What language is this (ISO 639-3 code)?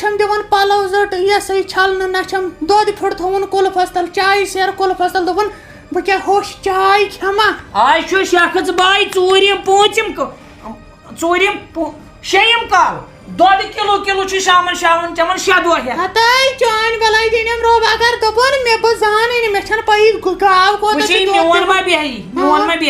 kas